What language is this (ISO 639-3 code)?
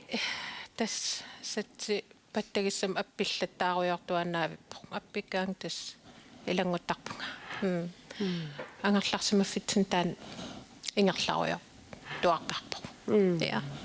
kal